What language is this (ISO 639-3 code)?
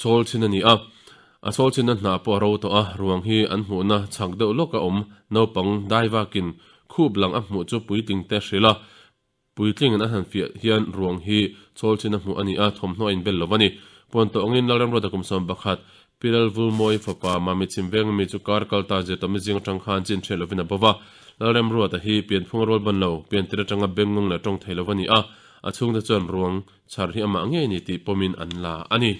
lus